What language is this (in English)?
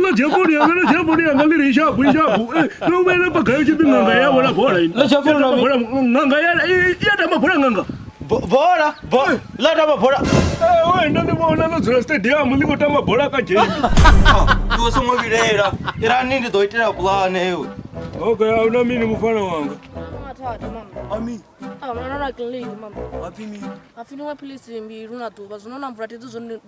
Venda